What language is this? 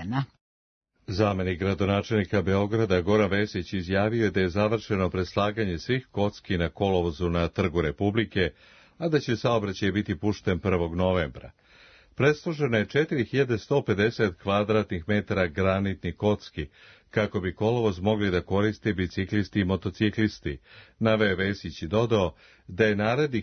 Serbian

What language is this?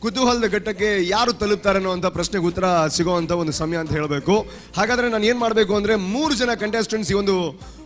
Kannada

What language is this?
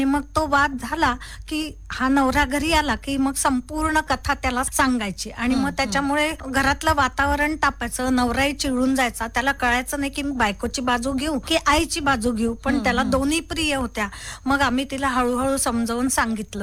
Marathi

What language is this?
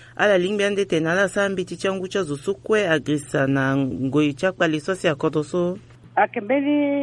Sango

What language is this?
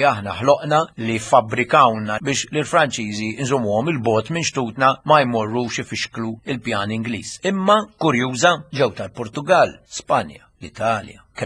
Maltese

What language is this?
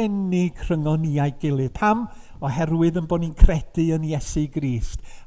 Welsh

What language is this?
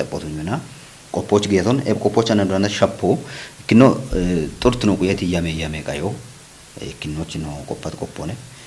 Kafa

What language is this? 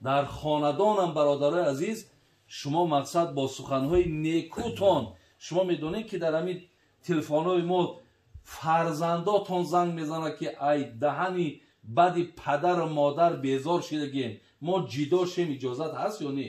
Tajik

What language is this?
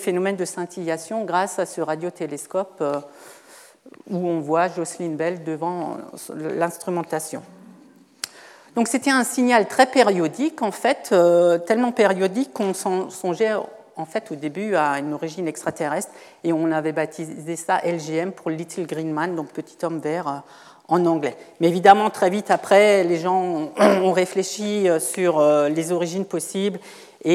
French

